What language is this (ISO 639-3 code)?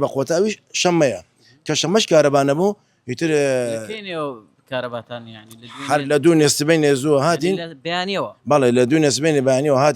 ckb